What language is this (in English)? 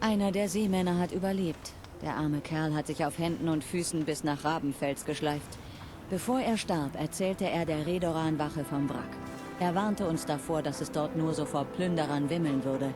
Bavarian